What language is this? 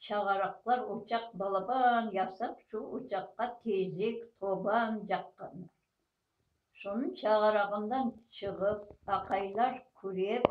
Crimean Tatar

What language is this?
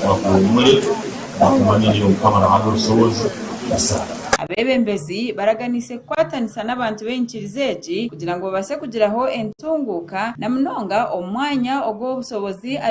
Nyankole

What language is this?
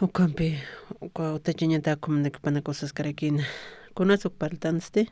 Aymara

